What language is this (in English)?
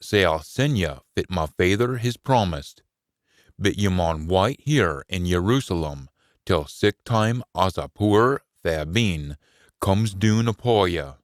Scots